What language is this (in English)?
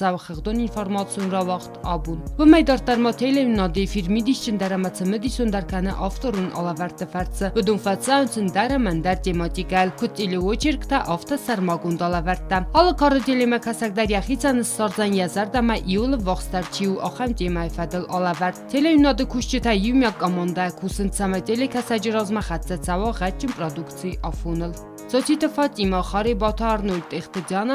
Ossetic